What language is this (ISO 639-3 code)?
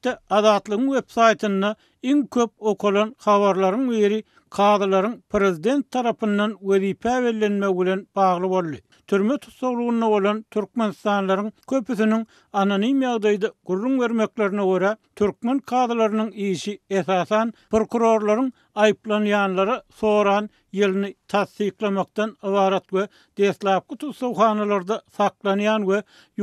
tuk